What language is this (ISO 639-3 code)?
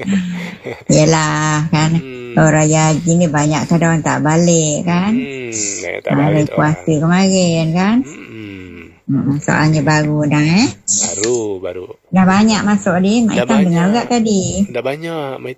msa